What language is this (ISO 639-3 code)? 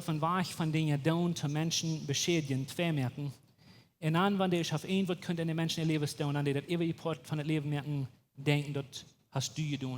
pdt